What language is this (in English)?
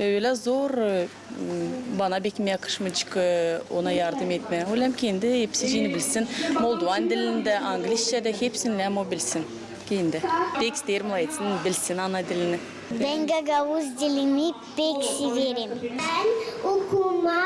Gagauz